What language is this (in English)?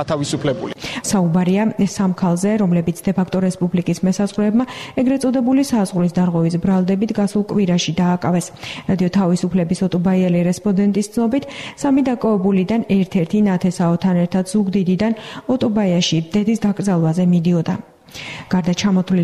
Georgian